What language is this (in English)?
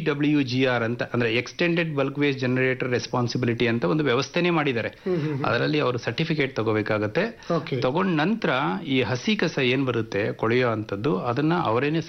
Kannada